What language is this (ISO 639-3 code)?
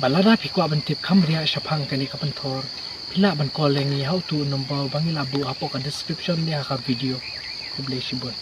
kha